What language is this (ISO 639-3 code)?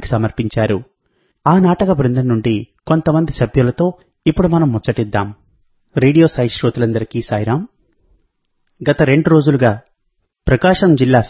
tel